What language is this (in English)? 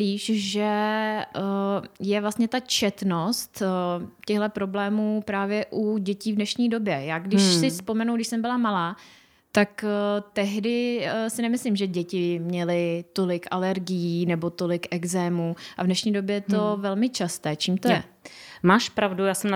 Czech